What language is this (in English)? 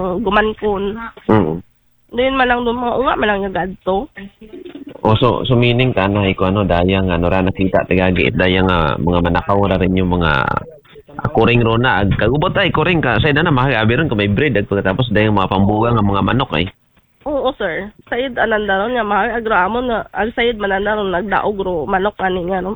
Aklanon